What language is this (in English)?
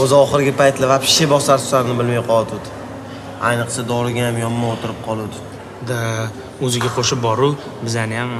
Uzbek